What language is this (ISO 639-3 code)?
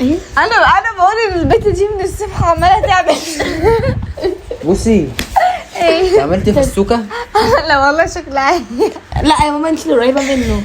arz